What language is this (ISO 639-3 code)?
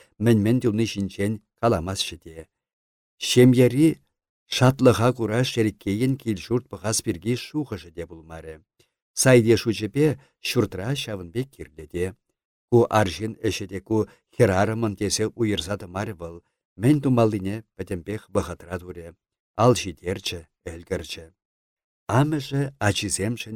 chv